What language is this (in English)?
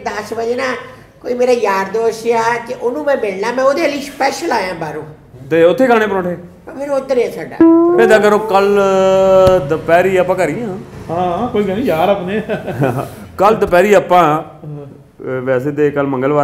Punjabi